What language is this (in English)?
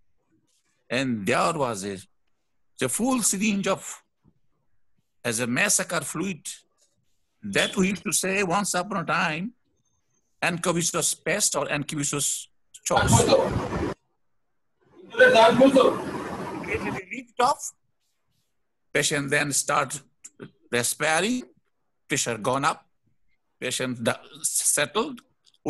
English